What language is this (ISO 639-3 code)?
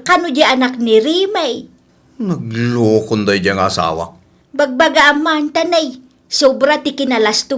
ilo